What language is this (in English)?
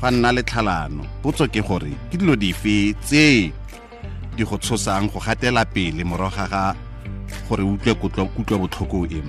Tswana